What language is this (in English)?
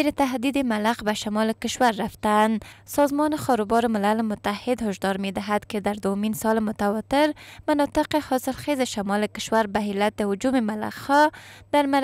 Persian